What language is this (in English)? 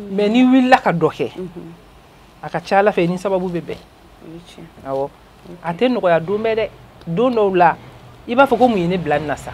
Bambara